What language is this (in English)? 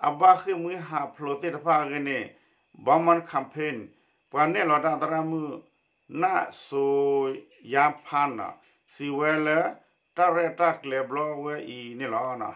S'gaw Karen